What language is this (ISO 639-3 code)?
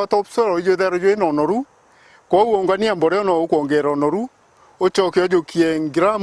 mer